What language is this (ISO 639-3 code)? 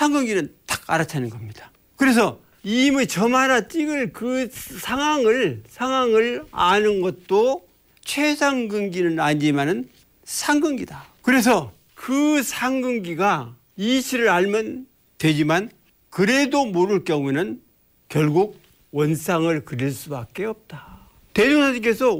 kor